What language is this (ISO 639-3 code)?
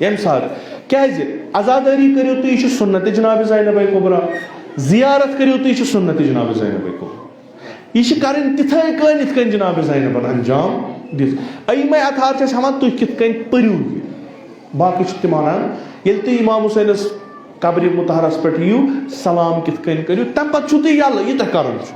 kas